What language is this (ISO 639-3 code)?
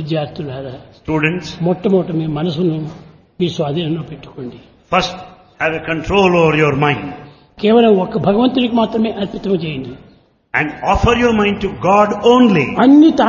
tel